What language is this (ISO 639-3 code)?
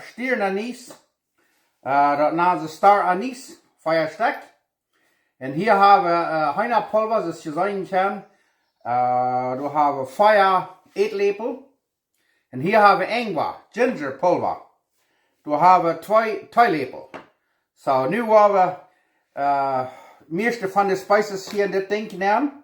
pdt